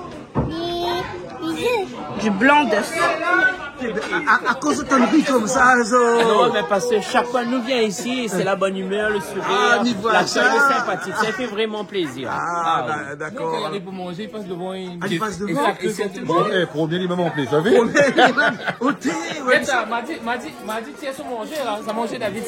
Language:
Réunion Creole French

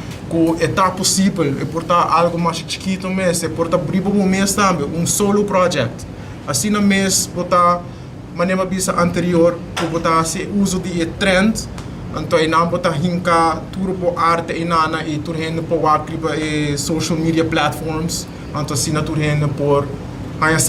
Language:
Papiamento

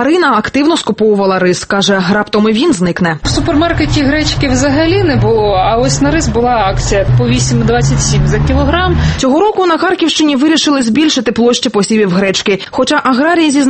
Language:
Ukrainian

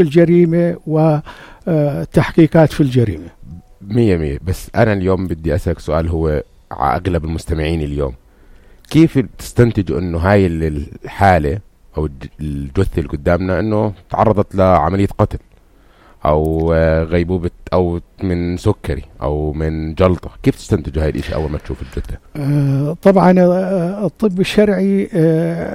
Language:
North Levantine Arabic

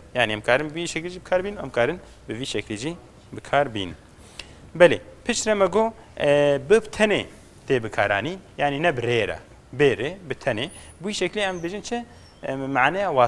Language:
Kurdish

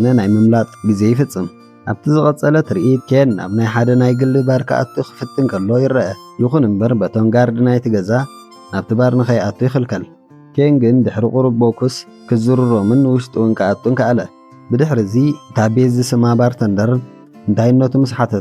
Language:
Tigrinya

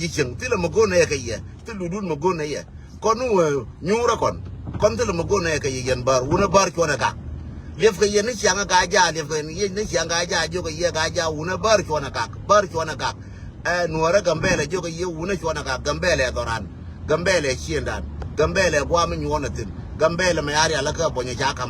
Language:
Nuer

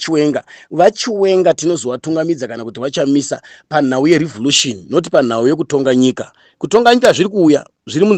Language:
Shona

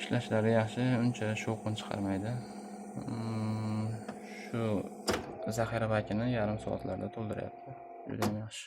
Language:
Uzbek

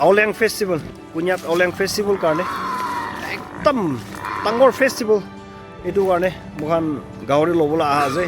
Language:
Naga Pidgin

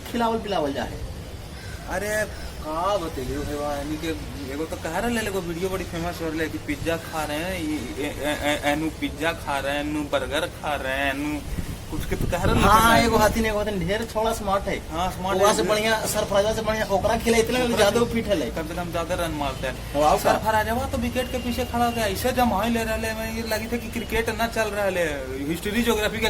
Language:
Magahi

